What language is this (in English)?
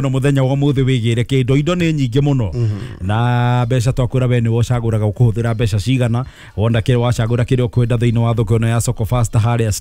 Kikuyu